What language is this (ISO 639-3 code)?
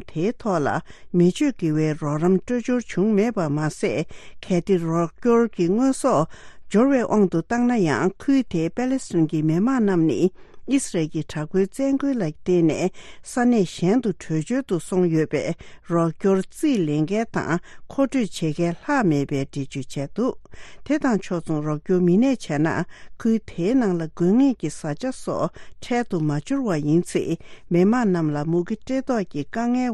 bod